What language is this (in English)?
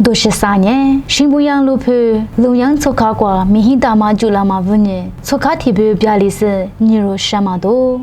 Lisu